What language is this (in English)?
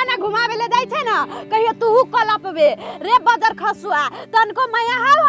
Maithili